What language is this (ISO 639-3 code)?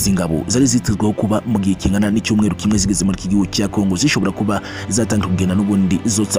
kin